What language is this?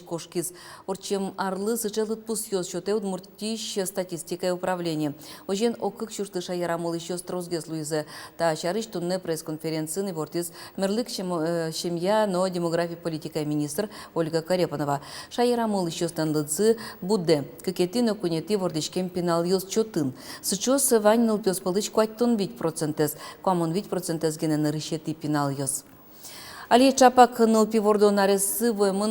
Udmurt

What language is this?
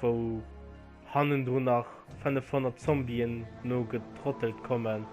Luxembourgish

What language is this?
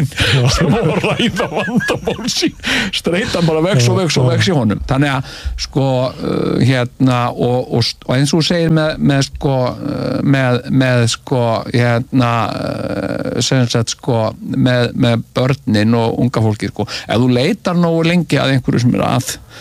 Icelandic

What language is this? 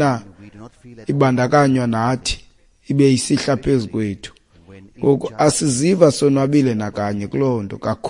Xhosa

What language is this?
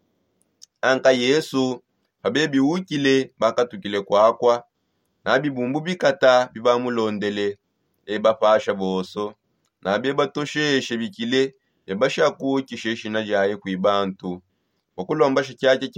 Songe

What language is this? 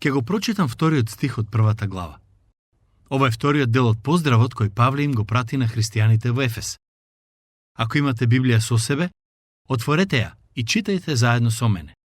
Macedonian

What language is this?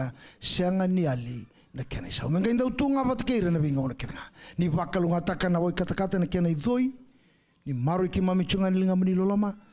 Fijian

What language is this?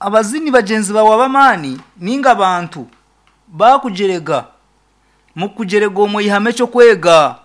Nyankole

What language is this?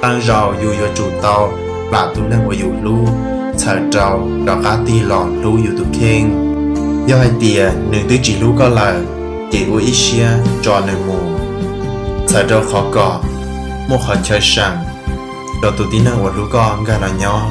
Hmong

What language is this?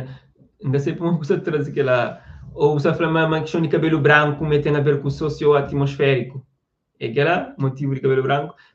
Kabuverdianu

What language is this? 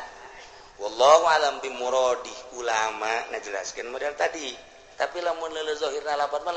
Sundanese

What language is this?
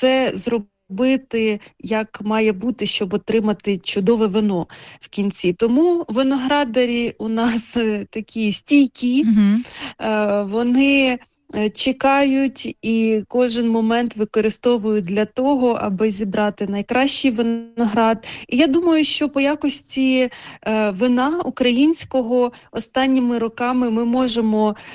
Ukrainian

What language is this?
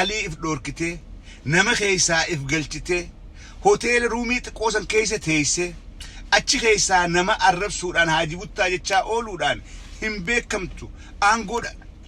Oromo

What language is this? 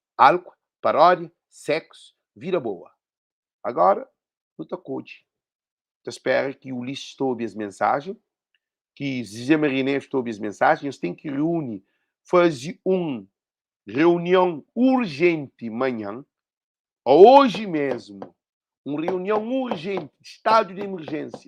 Kabuverdianu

